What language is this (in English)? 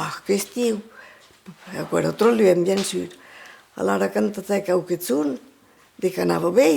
Occitan